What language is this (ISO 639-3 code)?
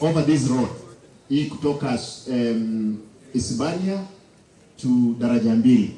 guz